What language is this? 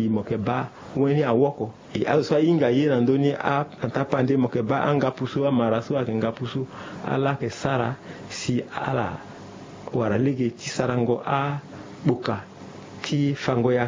Sango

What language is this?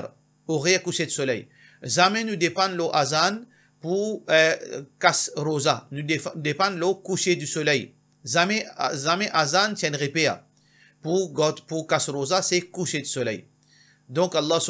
Morisyen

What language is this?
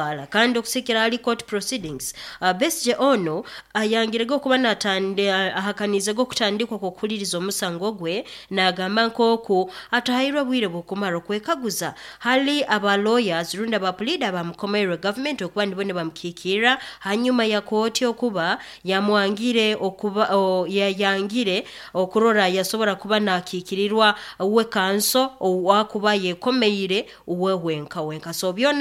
Nyoro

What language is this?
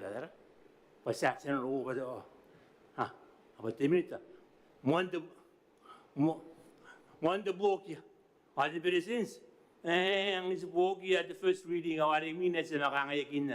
Gilbertese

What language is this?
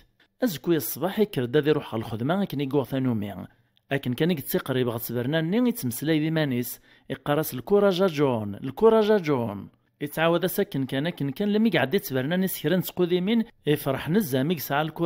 Kabyle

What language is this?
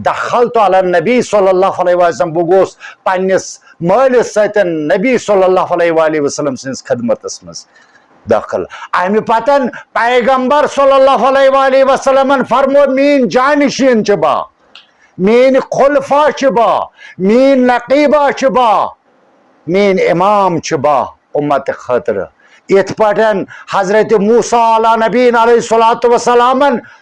Kashmiri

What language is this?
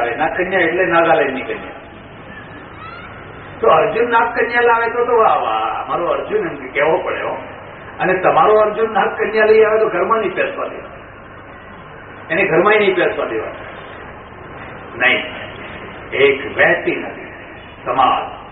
Gujarati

